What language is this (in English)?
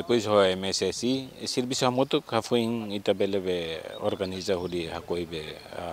Tetum